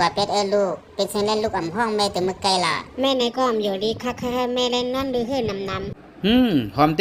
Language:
Shan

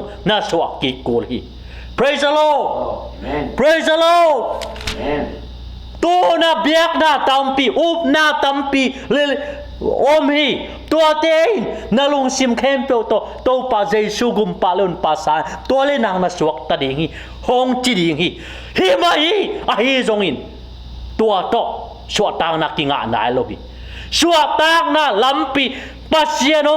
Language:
Tedim Chin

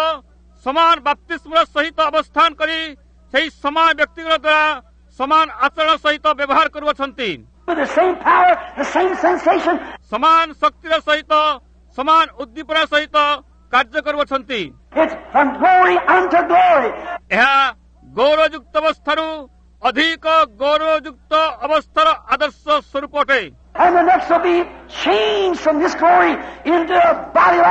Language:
Odia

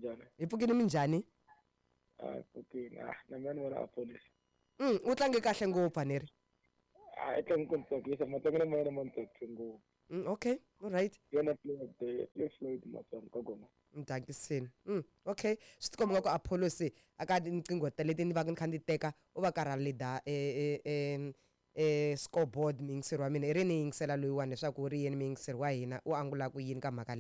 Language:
Tsonga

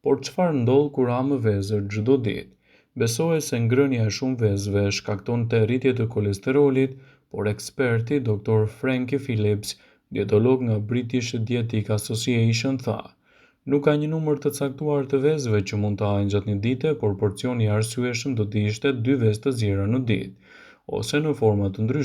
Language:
Albanian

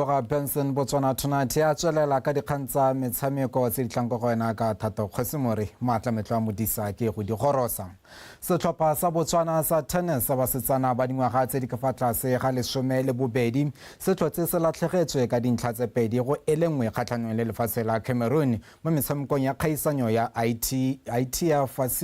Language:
Tswana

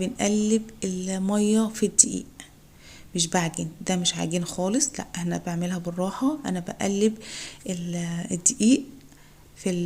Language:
Egyptian Arabic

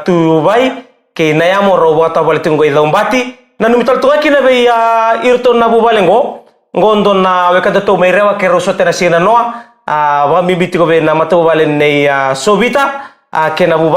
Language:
Fijian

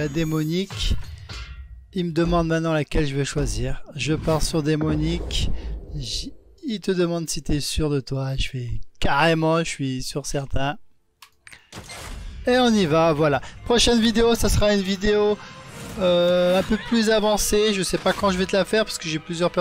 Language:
French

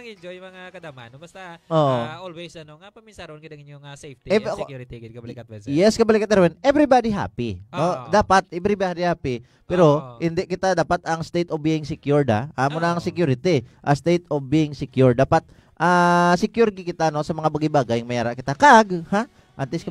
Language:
Hiligaynon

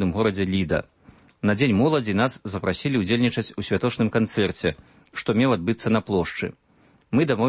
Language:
Belarusian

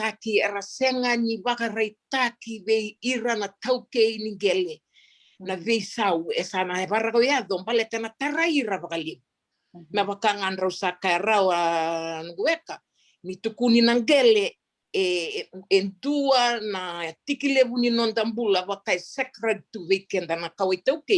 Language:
Fijian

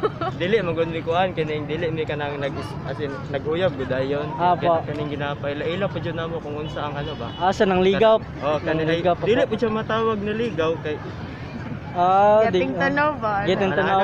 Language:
Cebuano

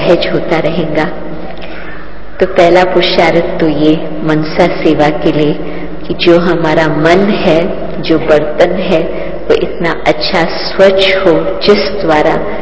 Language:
Hindi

